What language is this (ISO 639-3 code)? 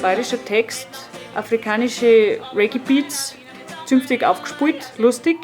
bar